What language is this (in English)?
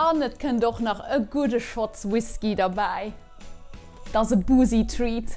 Luxembourgish